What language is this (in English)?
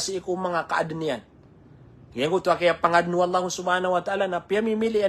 Maranao